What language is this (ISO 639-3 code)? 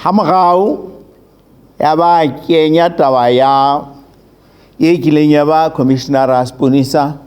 sot